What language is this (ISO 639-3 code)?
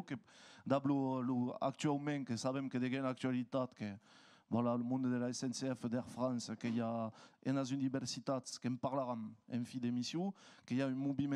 oci